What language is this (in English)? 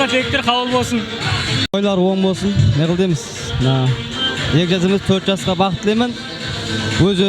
Kara-Kalpak